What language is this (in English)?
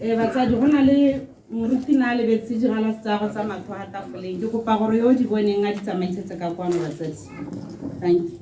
Tswana